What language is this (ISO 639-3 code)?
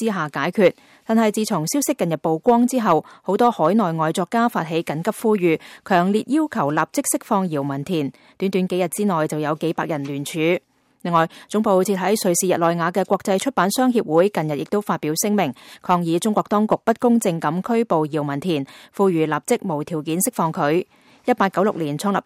yue